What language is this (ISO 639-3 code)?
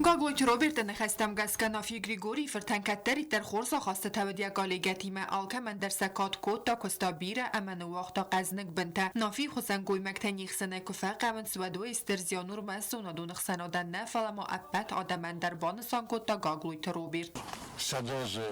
oss